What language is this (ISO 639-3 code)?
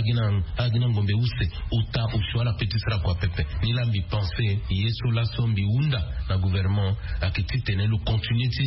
sag